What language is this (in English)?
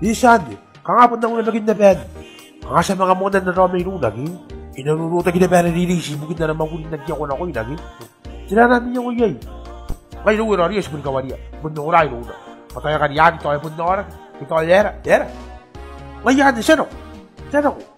Gilbertese